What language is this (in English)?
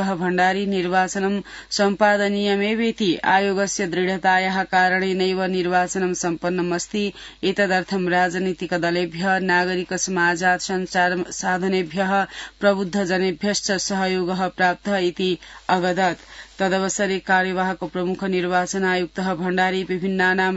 Sanskrit